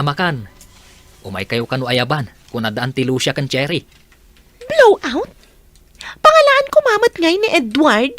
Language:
Iloko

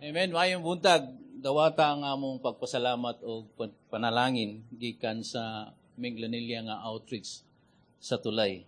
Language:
Cebuano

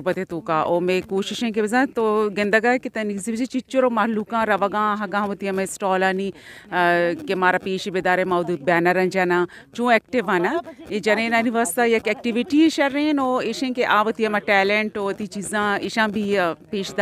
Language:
Brahui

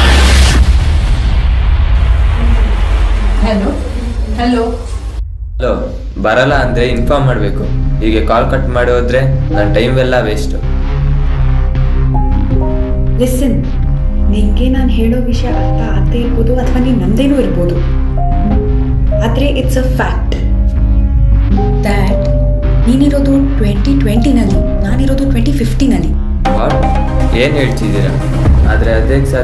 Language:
Kannada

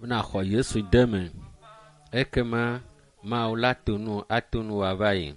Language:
Ewe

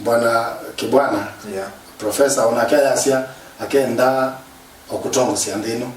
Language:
Kamba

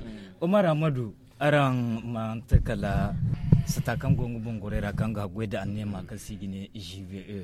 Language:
Zarma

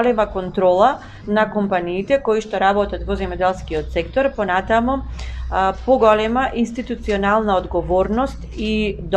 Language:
Macedonian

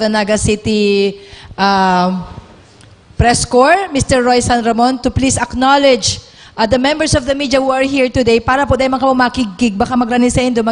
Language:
Bikol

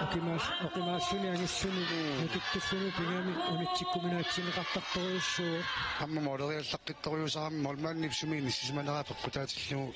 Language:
Kalaallisut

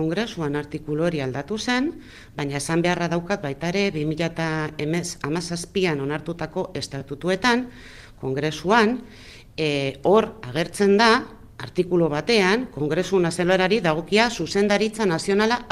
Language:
Basque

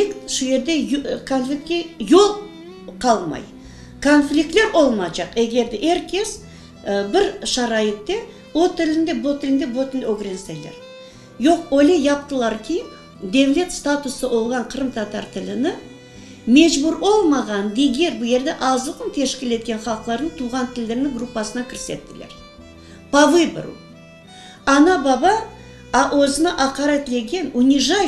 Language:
Crimean Tatar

